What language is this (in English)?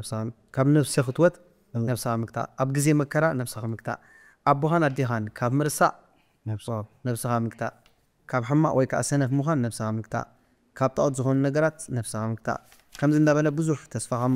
Tigrinya